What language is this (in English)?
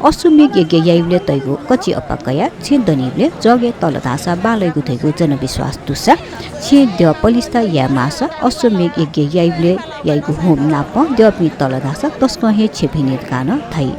Newari